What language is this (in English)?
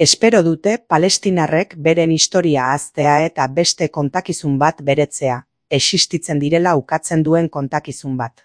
Basque